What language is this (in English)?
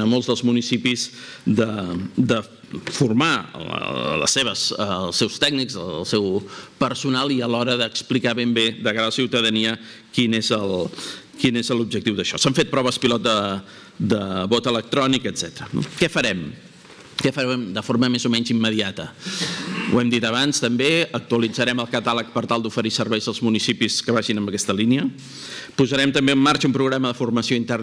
Catalan